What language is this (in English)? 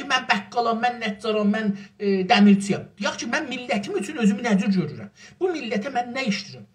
South Azerbaijani